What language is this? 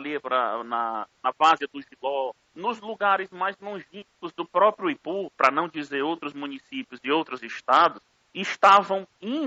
Portuguese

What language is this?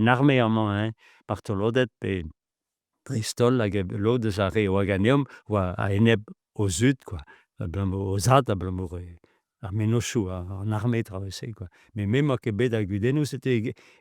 Breton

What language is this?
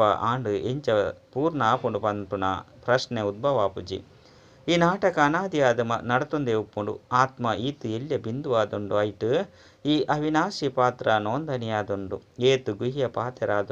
Tulu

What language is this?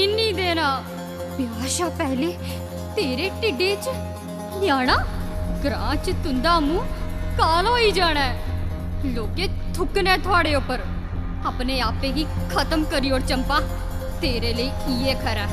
Dogri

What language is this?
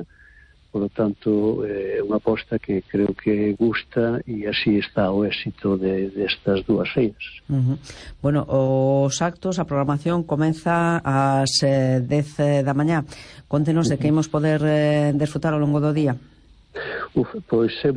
Galician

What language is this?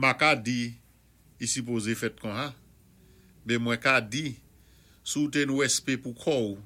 Saint Lucian Creole French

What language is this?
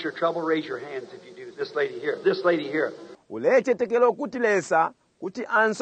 Bemba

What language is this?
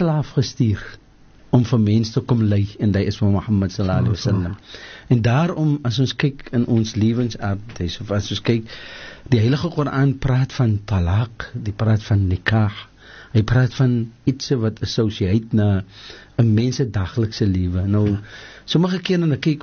Afrikaans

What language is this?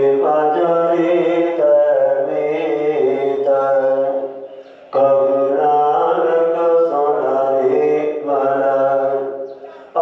Punjabi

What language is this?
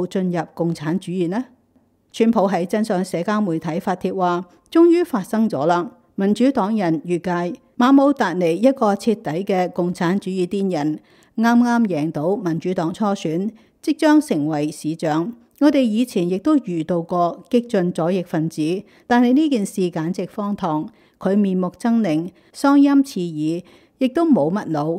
Cantonese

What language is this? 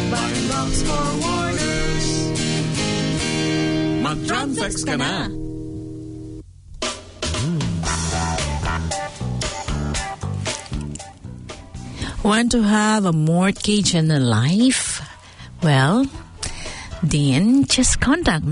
Filipino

